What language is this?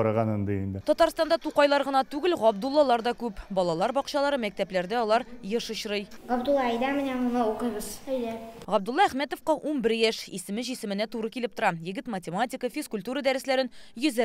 Tatar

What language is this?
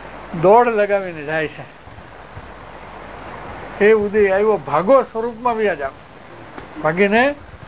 Gujarati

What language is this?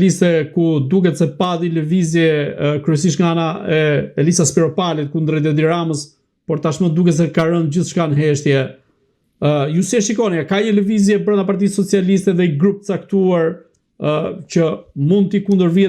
Albanian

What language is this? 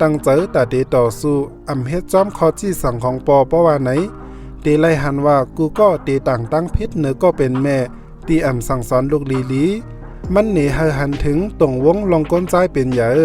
Shan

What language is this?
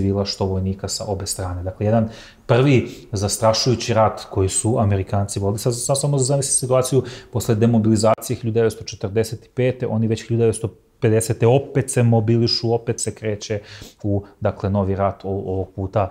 Serbian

